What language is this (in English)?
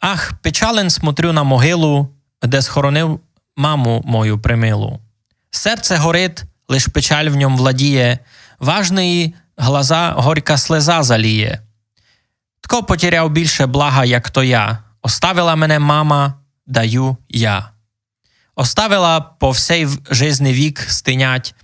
Rusyn